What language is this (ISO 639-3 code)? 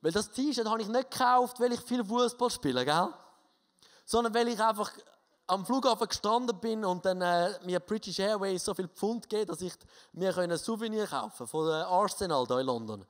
gsw